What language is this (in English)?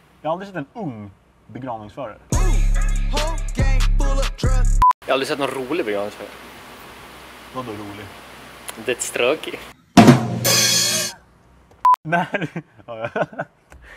Swedish